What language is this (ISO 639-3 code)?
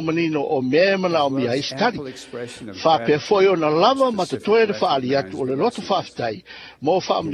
smo